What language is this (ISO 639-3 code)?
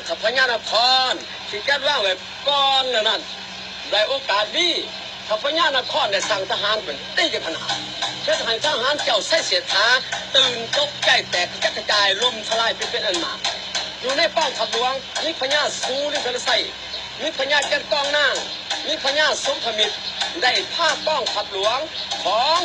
lao